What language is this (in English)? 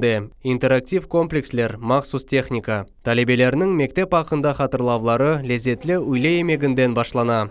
Crimean Tatar